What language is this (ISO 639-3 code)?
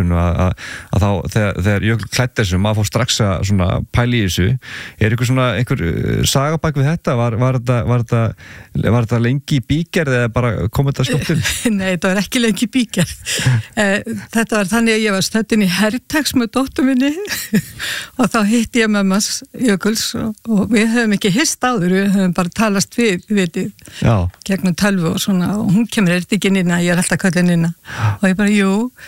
isl